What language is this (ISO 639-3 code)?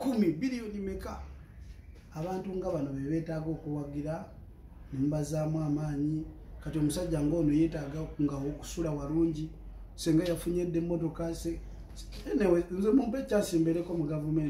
lug